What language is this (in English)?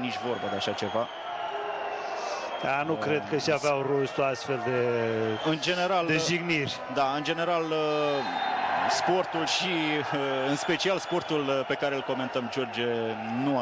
Romanian